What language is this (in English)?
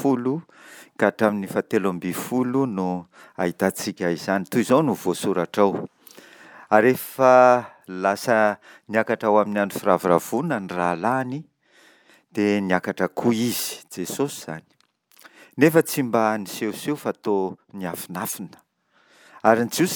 Malagasy